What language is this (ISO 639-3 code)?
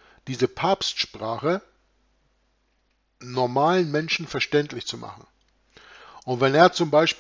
deu